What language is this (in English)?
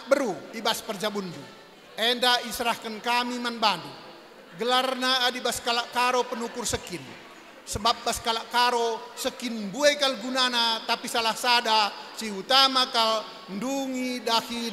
Batak Karo